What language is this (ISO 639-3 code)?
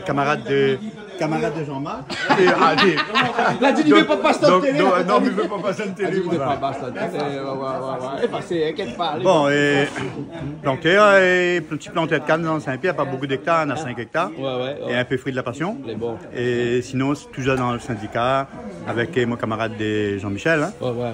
rcf